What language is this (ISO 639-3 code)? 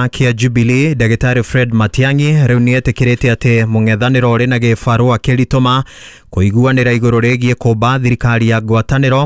kik